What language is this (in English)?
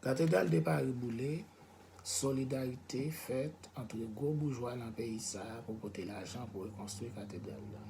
Haitian Creole